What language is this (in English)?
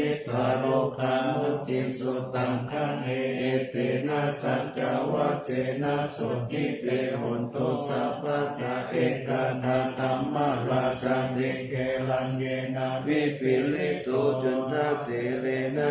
Pali